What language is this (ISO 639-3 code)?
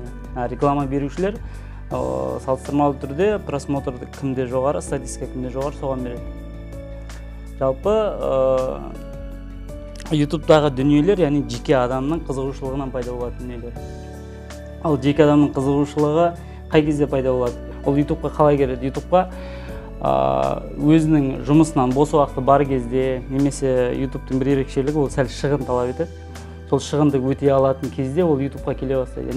kaz